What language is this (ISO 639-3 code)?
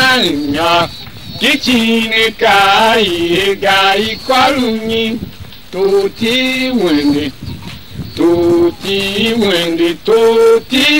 tiv